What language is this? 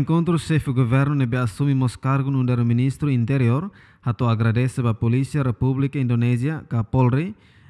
Tetum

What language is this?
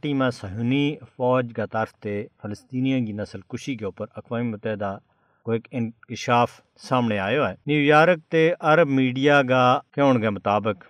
Gujari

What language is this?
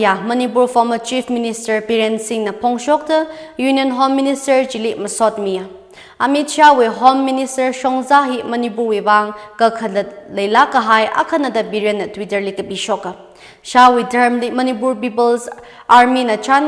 Tangkhul Naga (India)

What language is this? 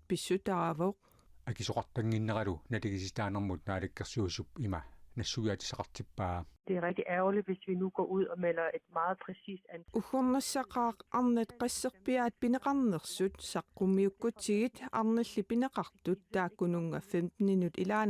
Kalaallisut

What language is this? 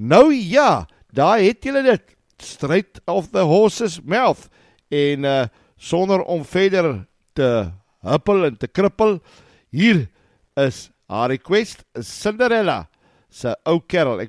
Afrikaans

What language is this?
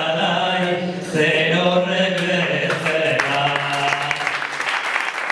Basque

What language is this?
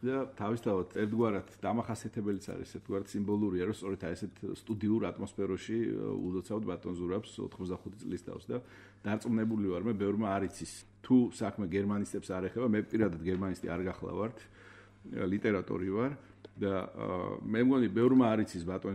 Georgian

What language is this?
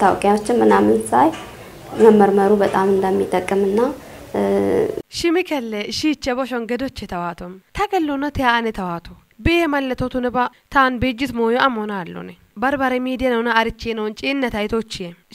Kafa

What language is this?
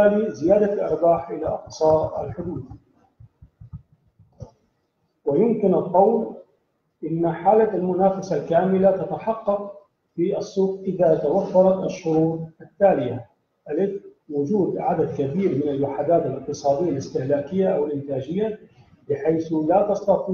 Arabic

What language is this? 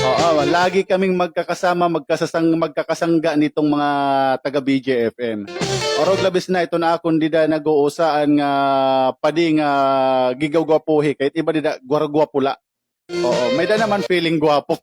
Waray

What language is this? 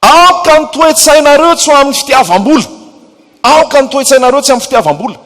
Malagasy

